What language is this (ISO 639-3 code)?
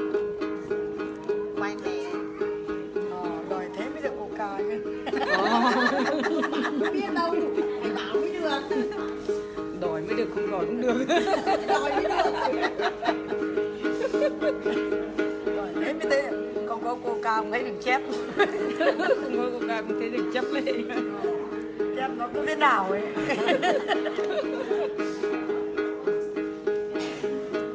vie